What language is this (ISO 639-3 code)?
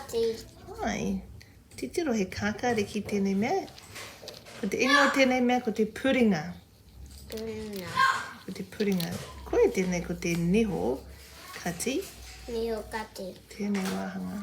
mri